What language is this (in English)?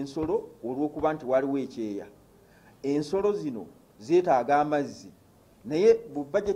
Ganda